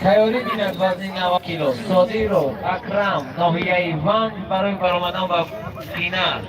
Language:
Tajik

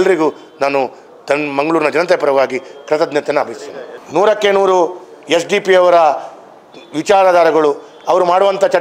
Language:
Kannada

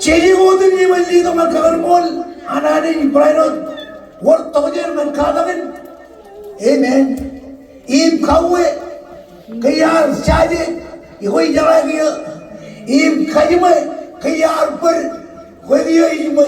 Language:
Marshallese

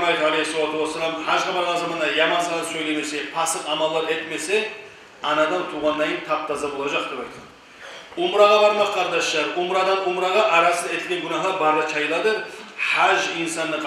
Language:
Kumyk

